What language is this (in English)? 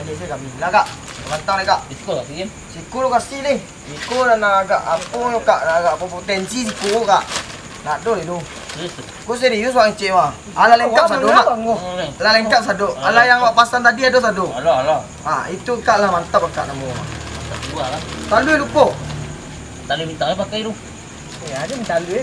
Minangkabau